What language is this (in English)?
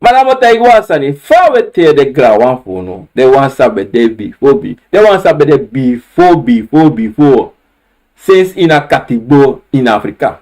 Sranan Tongo